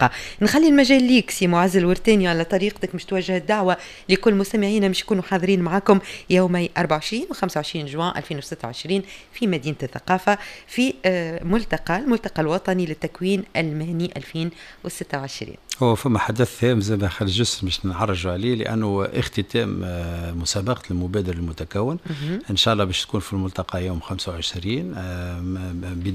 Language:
Tunisian Arabic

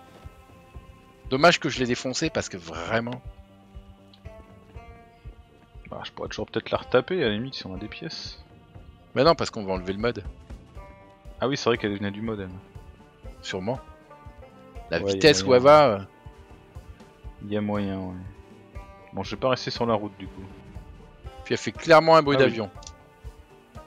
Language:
French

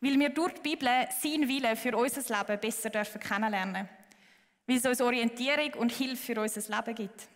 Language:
Swiss German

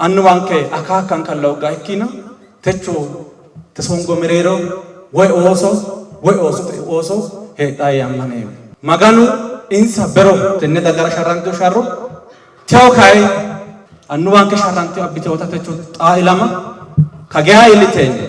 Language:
Sidamo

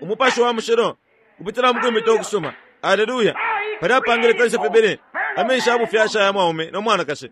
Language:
Bemba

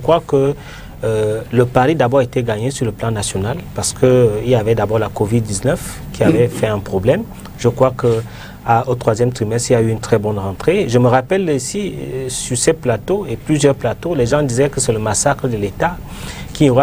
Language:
French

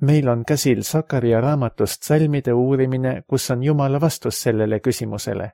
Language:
Estonian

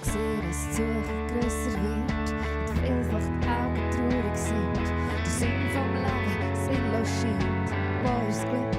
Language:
Swiss German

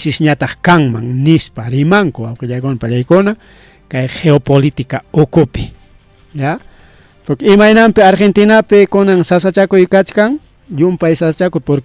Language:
Ayacucho Quechua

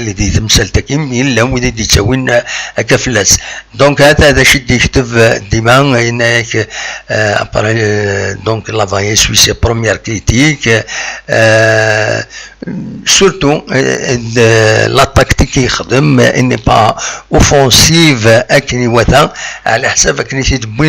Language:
Kabyle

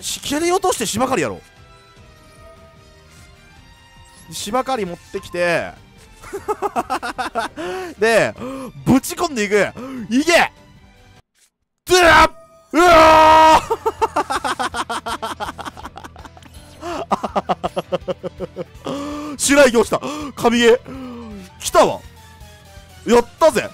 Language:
Japanese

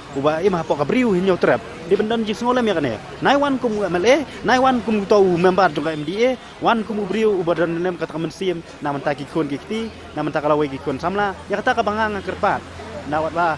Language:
Khasi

